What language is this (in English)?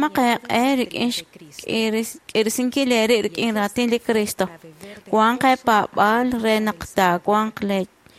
Kekchí